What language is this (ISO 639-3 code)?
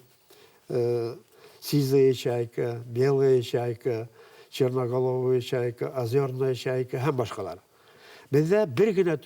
bak